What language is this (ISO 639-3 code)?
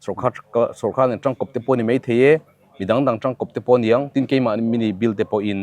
lus